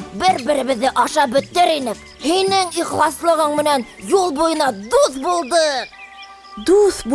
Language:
Bashkir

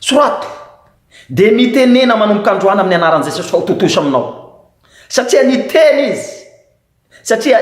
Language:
Malagasy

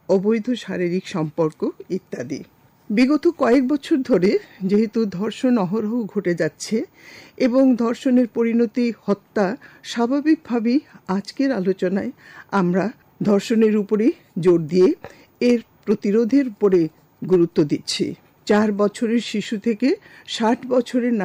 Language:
Bangla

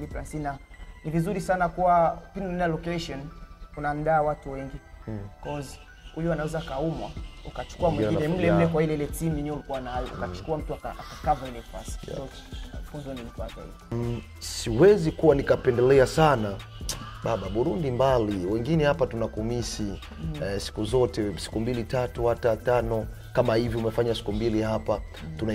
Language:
Swahili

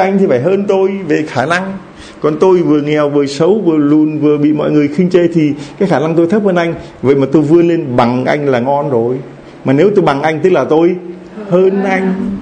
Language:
Vietnamese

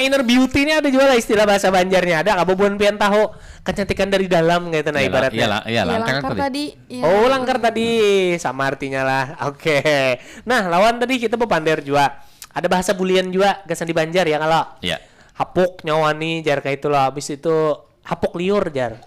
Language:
Banjar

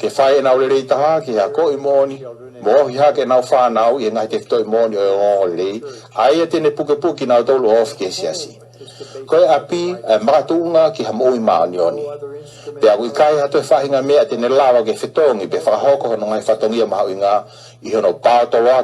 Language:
Tongan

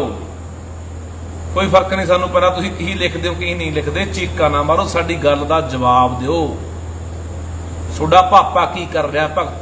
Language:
Punjabi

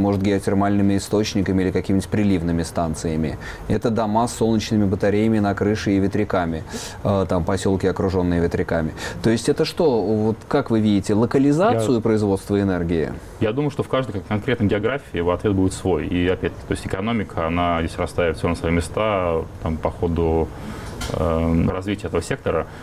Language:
Russian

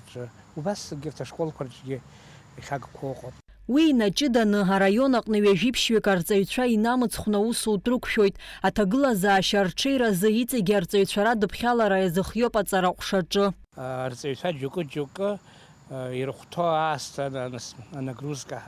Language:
Abkhazian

